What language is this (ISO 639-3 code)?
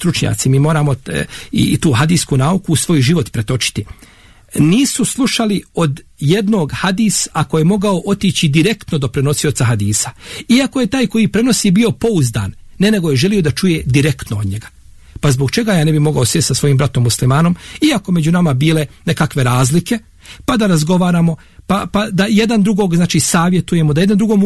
bos